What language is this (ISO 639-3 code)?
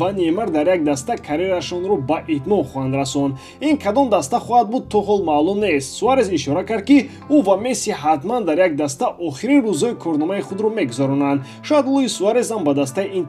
tgk